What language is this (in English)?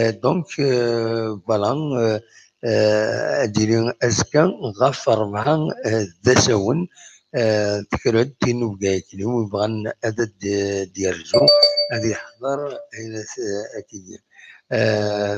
Kabyle